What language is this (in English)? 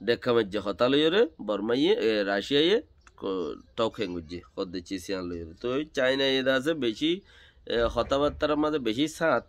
Rohingya